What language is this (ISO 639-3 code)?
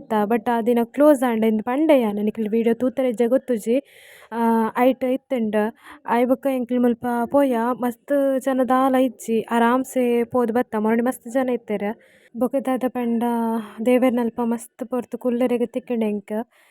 tcy